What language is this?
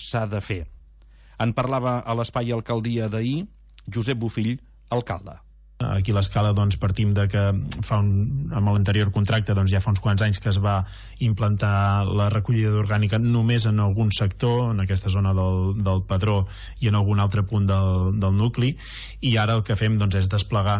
Catalan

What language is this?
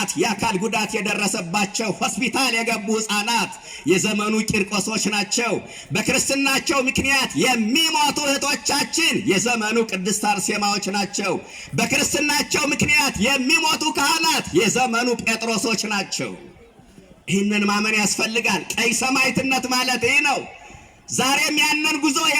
Amharic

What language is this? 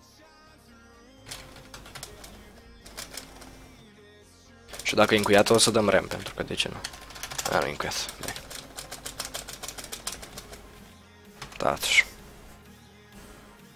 Romanian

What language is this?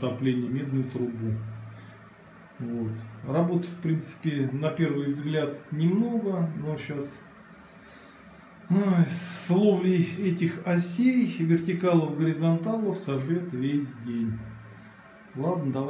Russian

